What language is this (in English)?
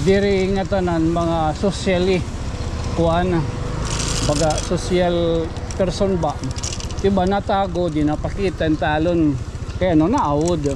Waray